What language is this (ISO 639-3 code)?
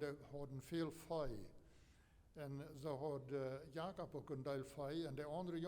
pdt